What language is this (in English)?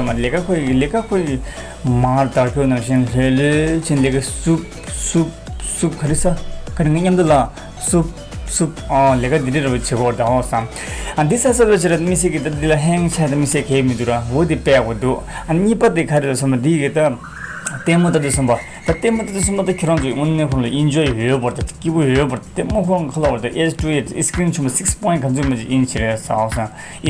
Tibetan